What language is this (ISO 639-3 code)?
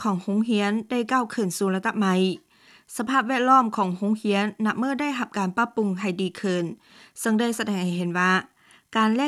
lao